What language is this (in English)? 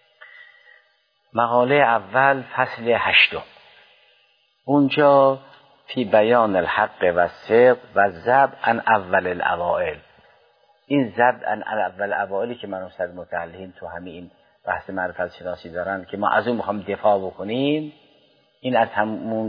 Persian